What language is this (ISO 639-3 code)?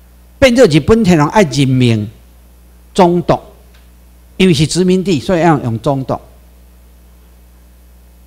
zho